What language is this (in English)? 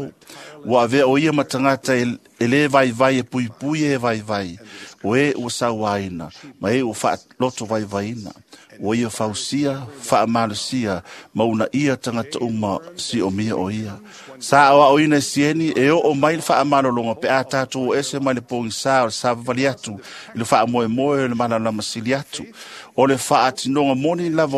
Samoan